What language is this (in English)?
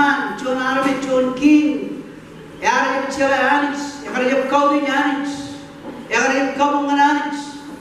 Marshallese